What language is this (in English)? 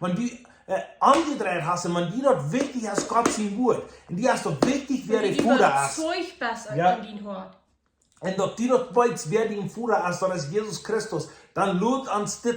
Plautdietsch